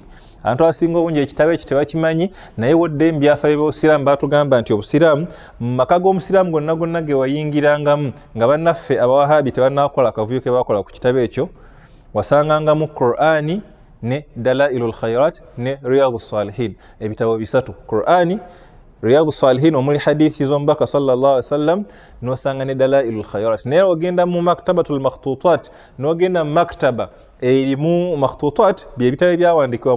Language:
Ganda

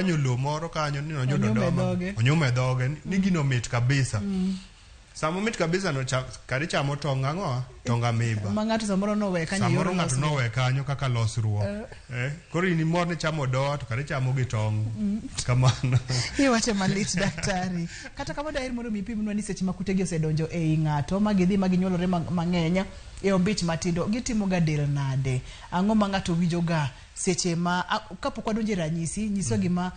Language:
Luo (Kenya and Tanzania)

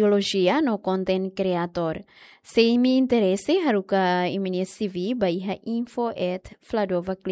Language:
Tetum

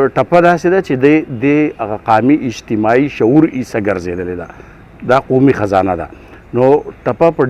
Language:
Pashto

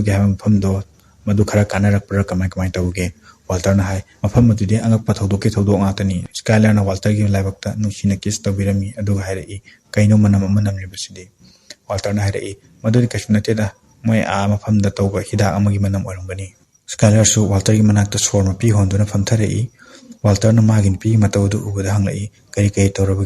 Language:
Manipuri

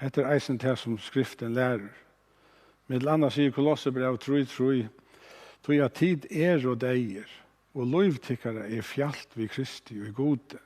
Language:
Faroese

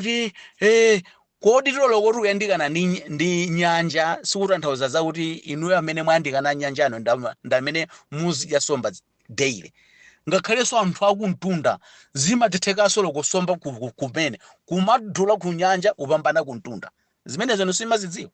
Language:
Nyanja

